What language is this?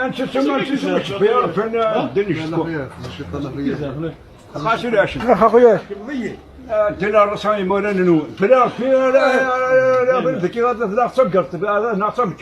Kabyle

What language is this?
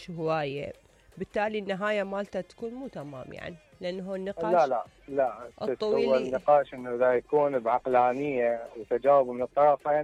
Mesopotamian Arabic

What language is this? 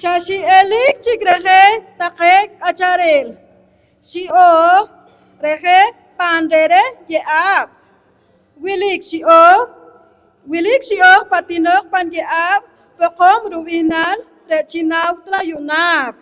Poqomchi'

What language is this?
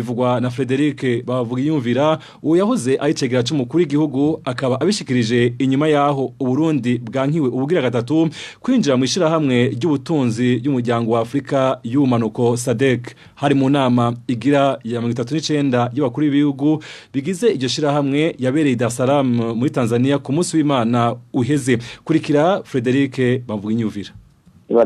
Rundi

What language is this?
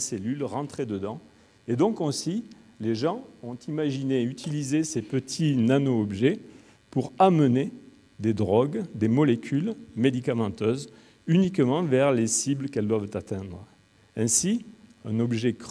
French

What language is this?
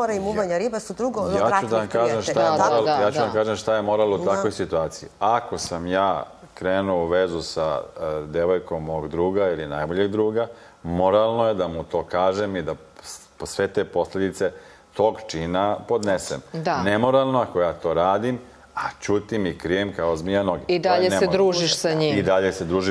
Serbian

